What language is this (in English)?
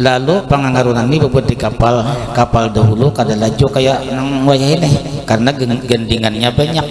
Banjar